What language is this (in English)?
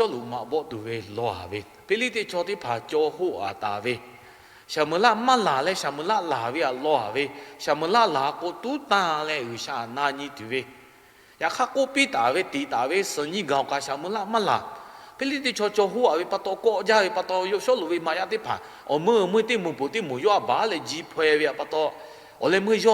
Lahu